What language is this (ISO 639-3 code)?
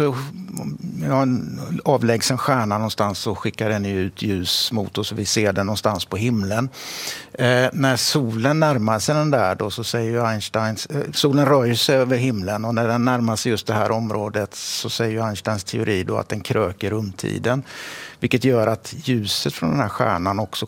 swe